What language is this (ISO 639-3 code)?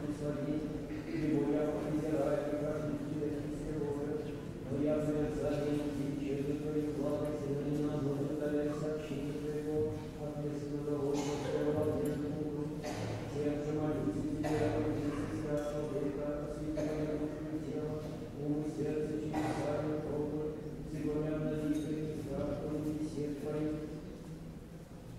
rus